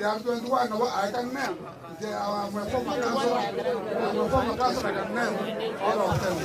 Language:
Gusii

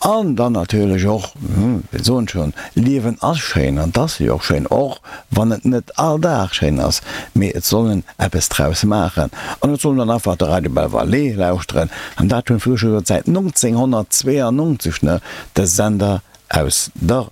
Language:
Luxembourgish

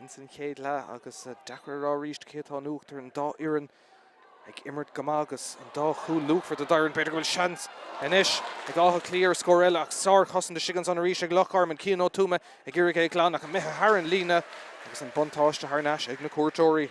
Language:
Irish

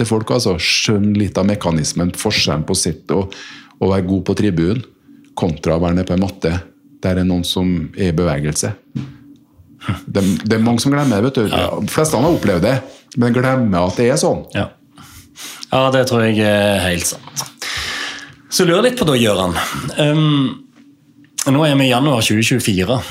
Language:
Norwegian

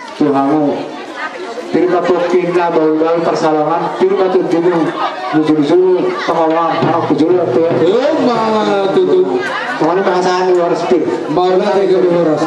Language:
Batak Toba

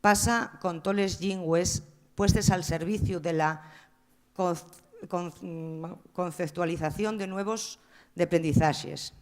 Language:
Asturian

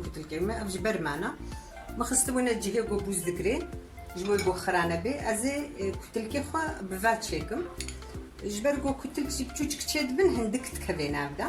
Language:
Kurdish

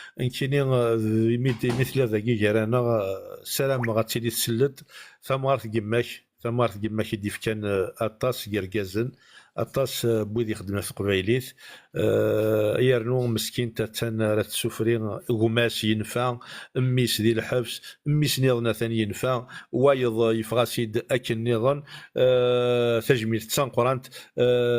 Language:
Kabyle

